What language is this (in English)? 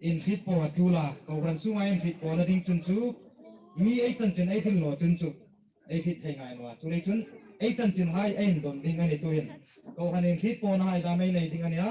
Hmar